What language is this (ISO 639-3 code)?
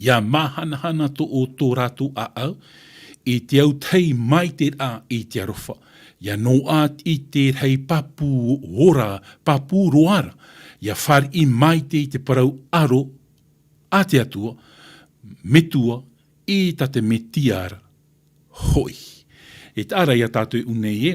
tah